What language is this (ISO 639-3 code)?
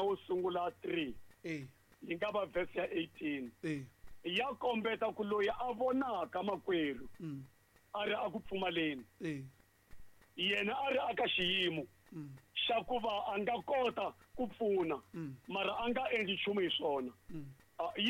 tso